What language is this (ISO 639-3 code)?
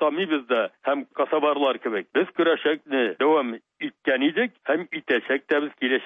tat